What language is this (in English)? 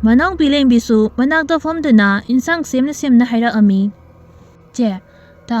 Manipuri